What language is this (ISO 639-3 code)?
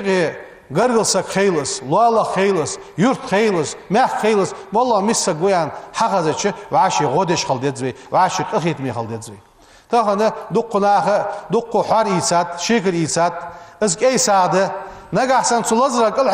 inh